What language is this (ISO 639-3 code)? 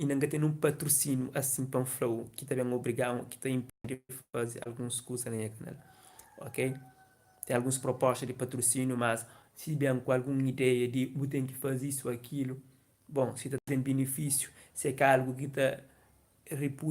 kea